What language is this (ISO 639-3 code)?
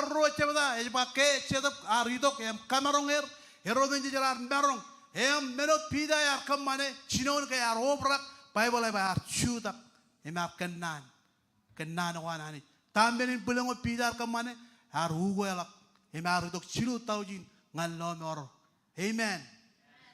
mah